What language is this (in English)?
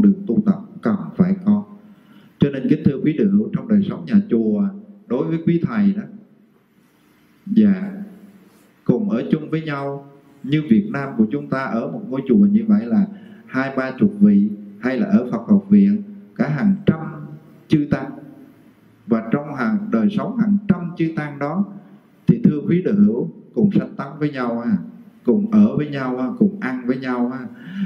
Vietnamese